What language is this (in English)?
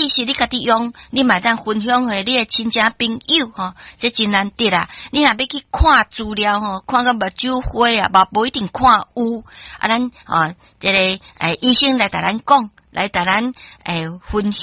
Min Nan Chinese